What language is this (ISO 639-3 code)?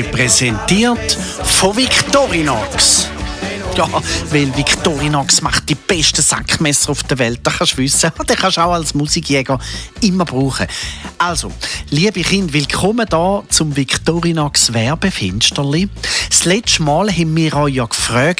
gsw